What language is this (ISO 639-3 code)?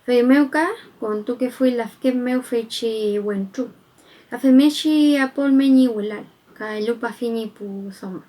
arn